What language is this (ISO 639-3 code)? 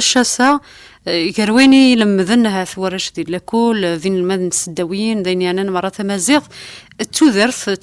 kab